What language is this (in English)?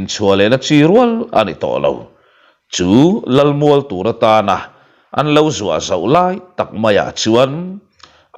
Mizo